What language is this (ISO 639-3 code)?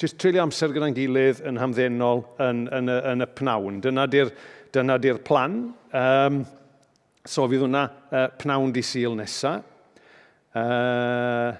cym